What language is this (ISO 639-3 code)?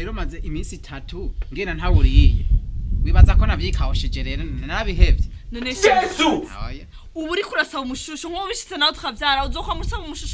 run